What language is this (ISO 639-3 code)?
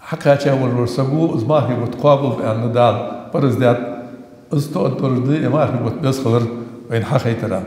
inh